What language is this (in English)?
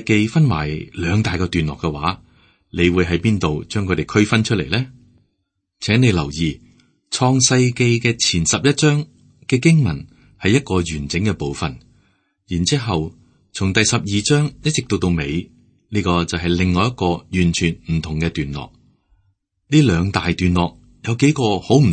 Cantonese